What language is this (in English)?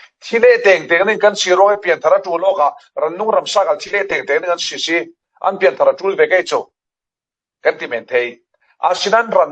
Falam Chin